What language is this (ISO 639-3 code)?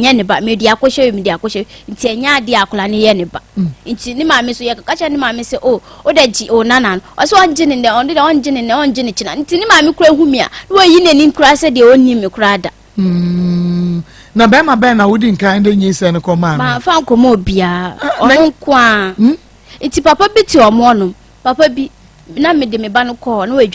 aka